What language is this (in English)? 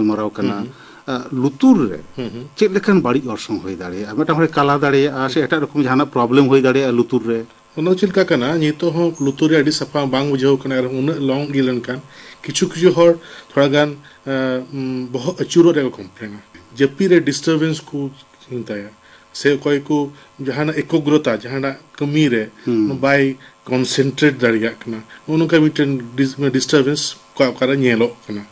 Santali